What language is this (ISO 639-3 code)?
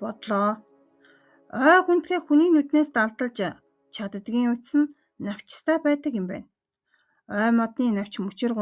mon